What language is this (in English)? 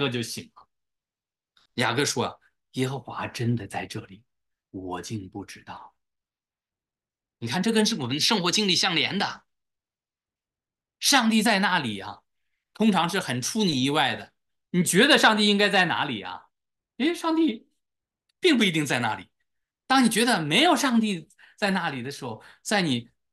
Chinese